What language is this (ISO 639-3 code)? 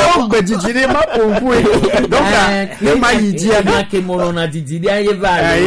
gej